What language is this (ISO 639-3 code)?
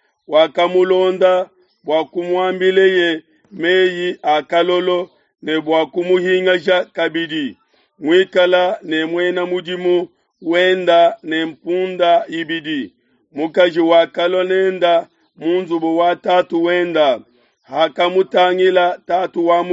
lua